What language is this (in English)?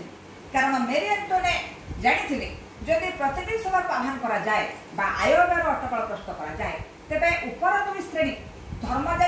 Odia